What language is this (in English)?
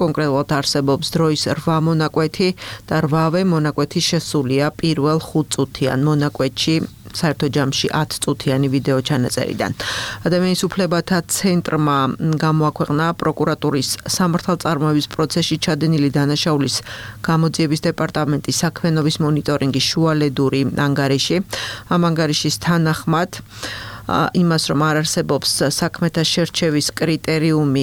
Georgian